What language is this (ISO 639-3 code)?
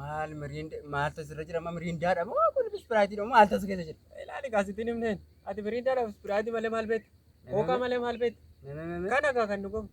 orm